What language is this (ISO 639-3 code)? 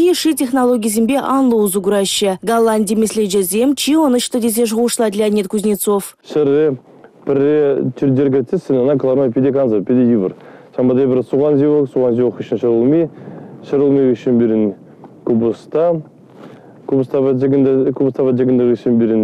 chv